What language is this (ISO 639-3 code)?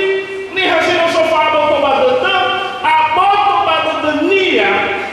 nia